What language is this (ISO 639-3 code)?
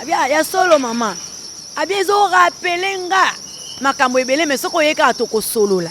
lin